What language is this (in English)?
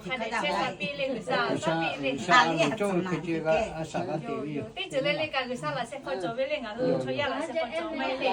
Lahu